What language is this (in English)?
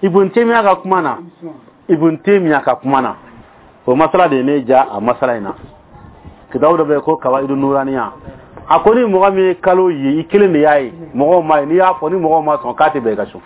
Bambara